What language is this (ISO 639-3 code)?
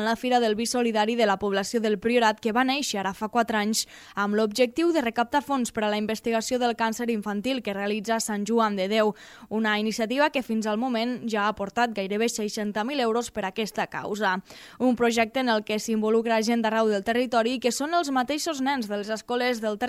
cat